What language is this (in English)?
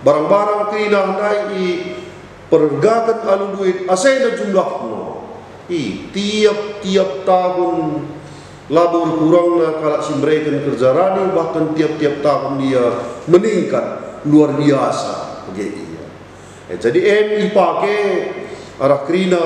Batak Karo